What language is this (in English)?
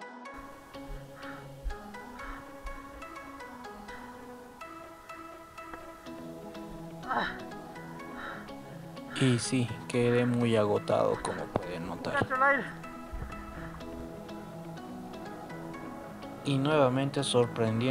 Spanish